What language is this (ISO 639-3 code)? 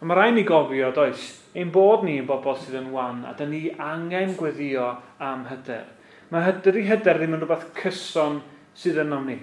cym